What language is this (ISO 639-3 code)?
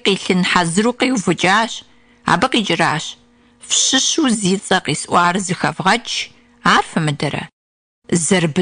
kbd